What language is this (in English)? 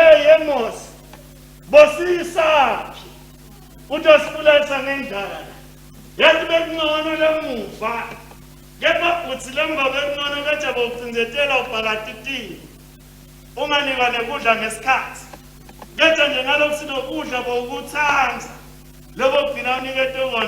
Swati